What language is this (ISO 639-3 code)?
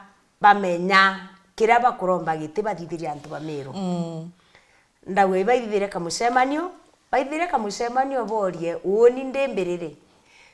mer